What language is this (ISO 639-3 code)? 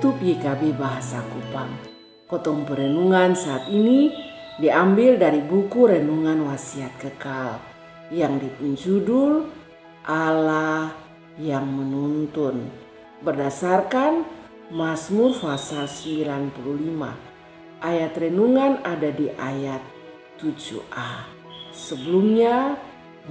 mkn